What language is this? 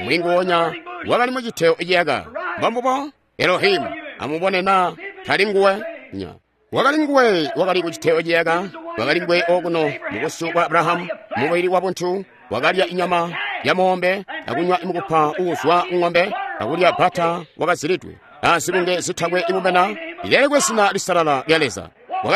Tonga (Zambia)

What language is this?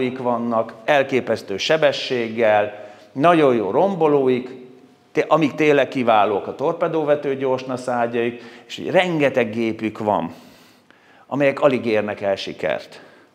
Hungarian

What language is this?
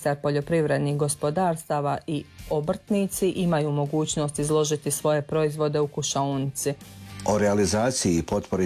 Croatian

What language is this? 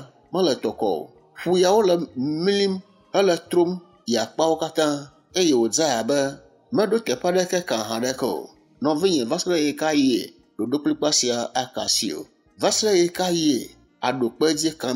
Ewe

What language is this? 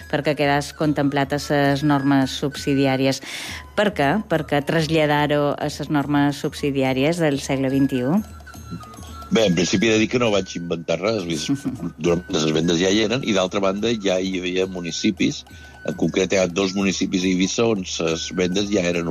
Catalan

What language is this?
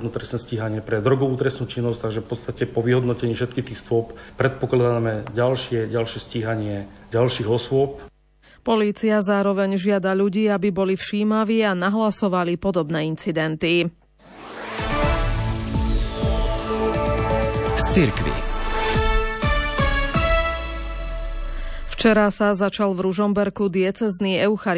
Slovak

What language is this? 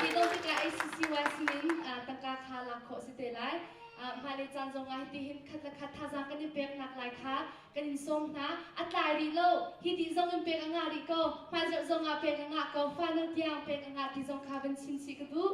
Hakha Chin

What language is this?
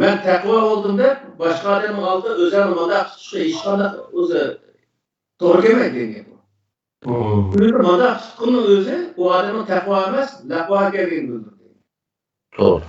Uyghur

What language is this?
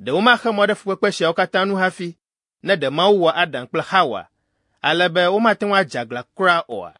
Ewe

